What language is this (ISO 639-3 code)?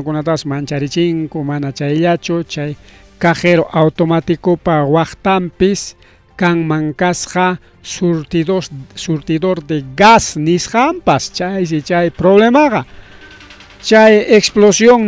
quy